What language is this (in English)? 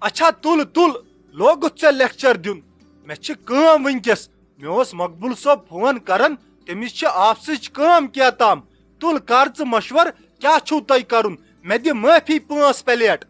Kashmiri